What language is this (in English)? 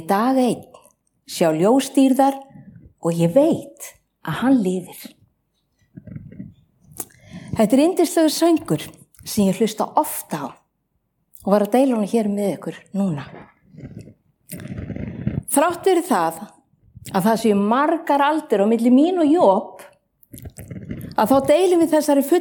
Icelandic